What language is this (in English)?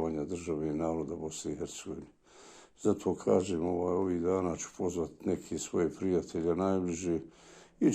Bosnian